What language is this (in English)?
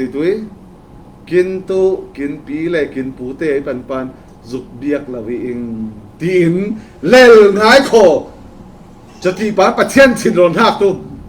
Falam Chin